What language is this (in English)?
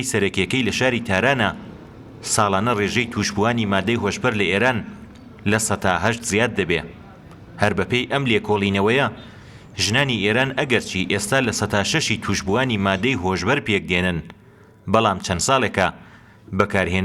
Central Kurdish